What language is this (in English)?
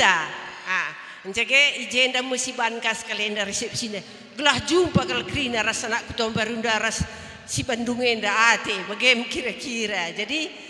Batak Karo